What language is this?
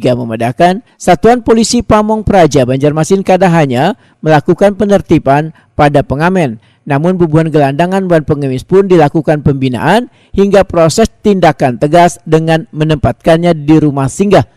Banjar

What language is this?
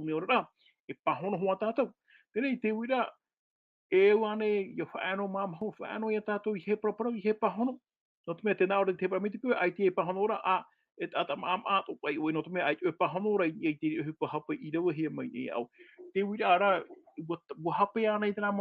Tahitian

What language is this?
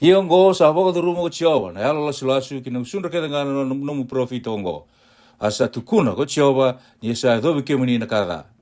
Fijian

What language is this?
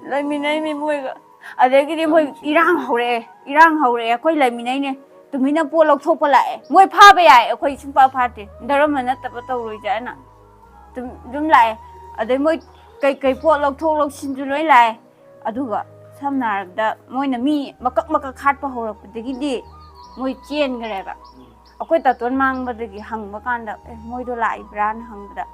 Manipuri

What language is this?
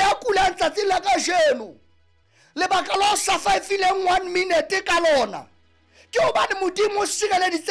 Southern Sotho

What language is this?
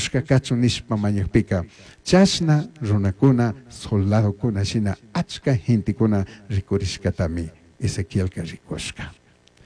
Chimborazo Highland Quichua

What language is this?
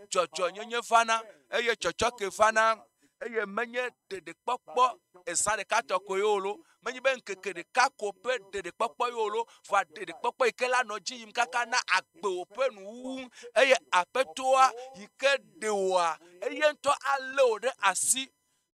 Ewe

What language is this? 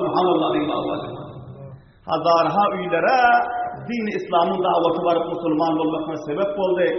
Turkmen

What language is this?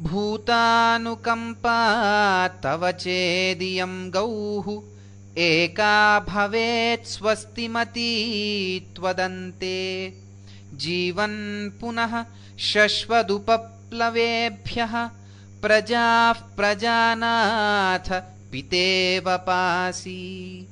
Sanskrit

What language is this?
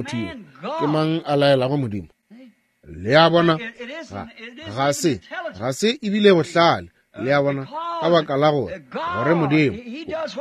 Northern Sotho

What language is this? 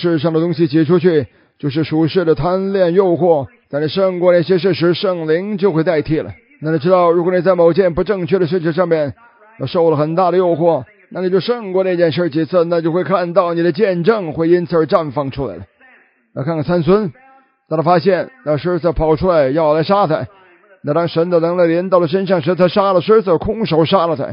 Chinese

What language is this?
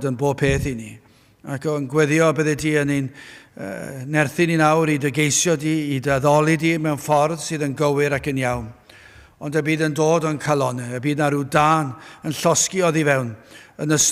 Welsh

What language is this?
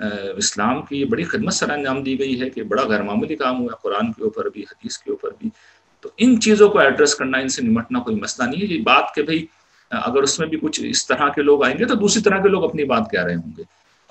Urdu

